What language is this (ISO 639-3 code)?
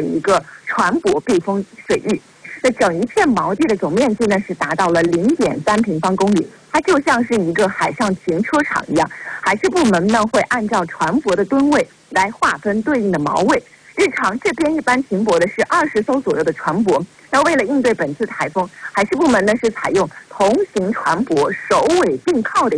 zho